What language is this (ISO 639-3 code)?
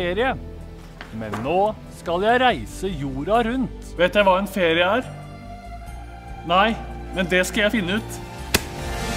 nor